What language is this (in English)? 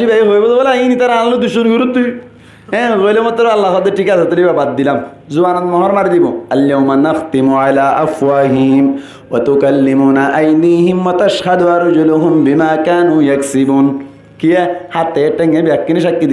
Rohingya